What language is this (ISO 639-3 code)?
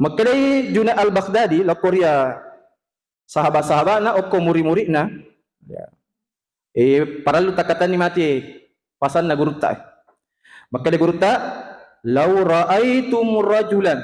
bug